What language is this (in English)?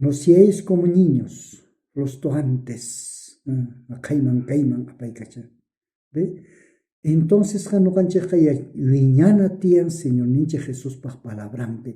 South Bolivian Quechua